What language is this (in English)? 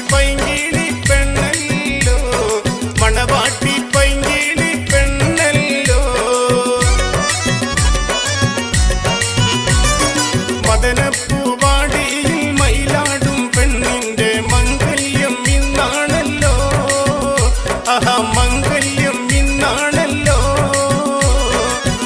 Malayalam